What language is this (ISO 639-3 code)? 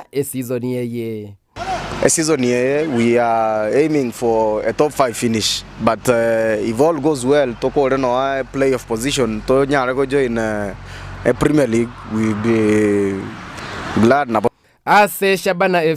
guz